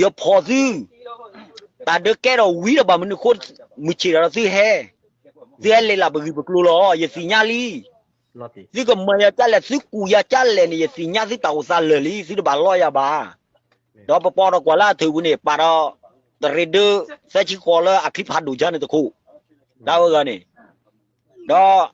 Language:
S'gaw Karen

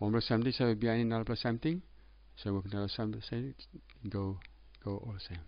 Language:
Tok Pisin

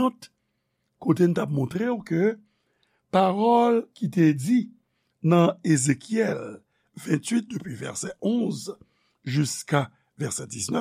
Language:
Haitian Creole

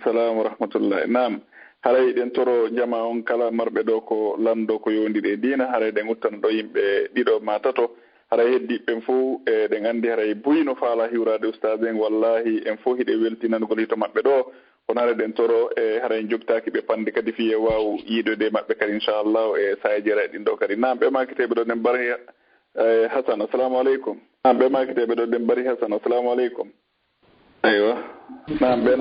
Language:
Fula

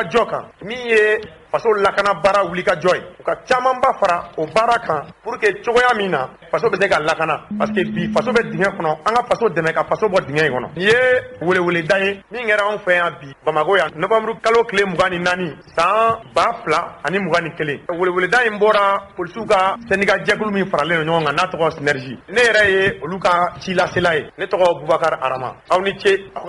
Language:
Bambara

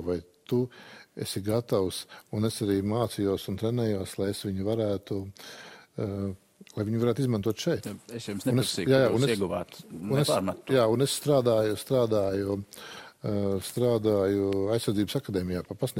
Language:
Latvian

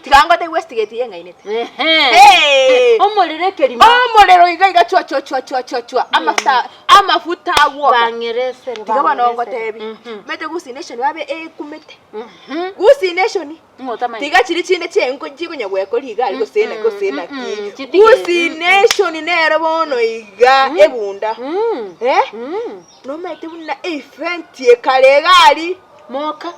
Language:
Gusii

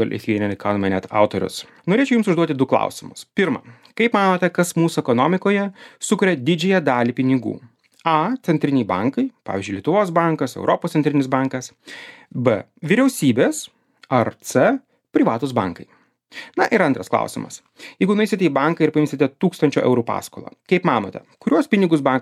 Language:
Lithuanian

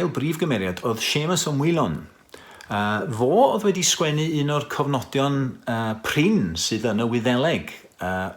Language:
Welsh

